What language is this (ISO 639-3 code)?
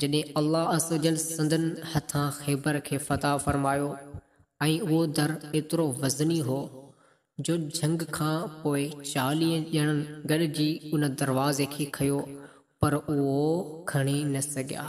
snd